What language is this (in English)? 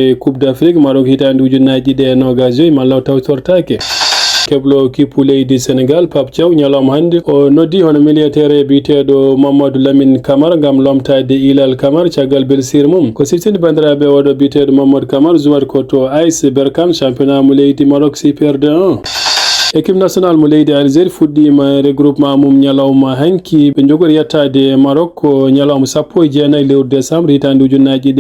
Fula